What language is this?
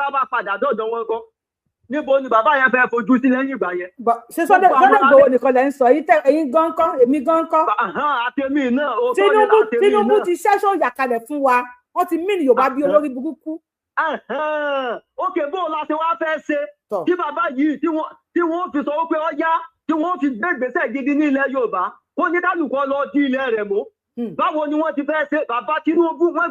Yoruba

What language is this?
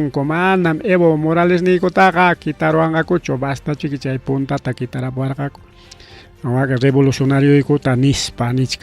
Ayacucho Quechua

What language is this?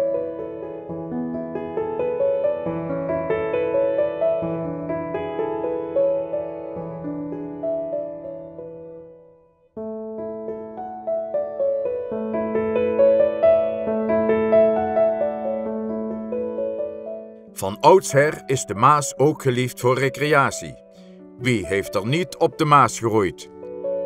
Dutch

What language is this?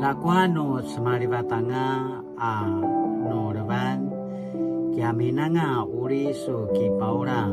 Paiwan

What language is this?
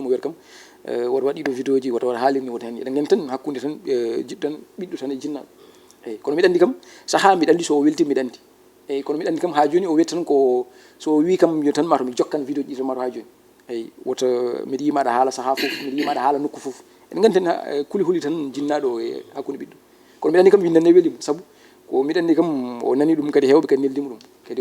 Fula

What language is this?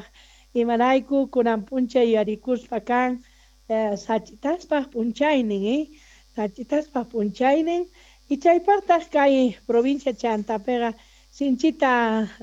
South Bolivian Quechua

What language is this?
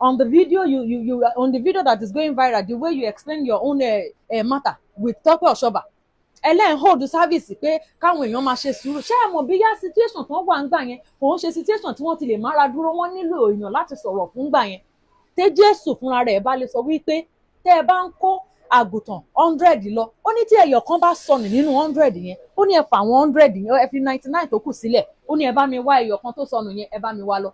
Yoruba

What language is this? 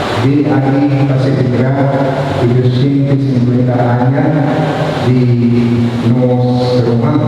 Papiamento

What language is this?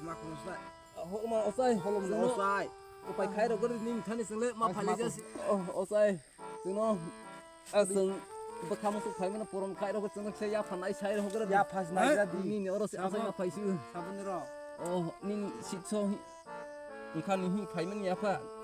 Kok Borok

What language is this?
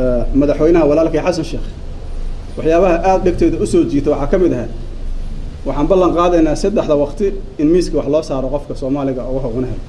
Somali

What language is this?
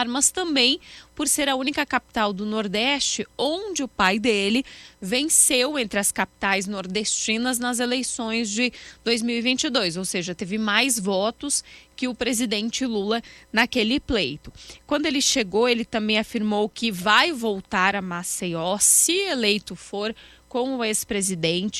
Portuguese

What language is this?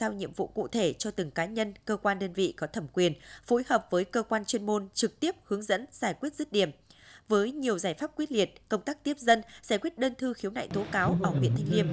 Vietnamese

